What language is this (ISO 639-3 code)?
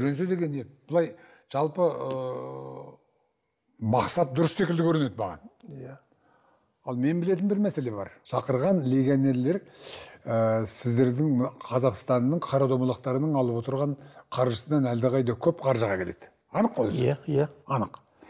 kaz